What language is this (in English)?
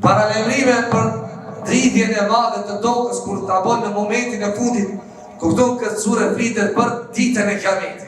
Albanian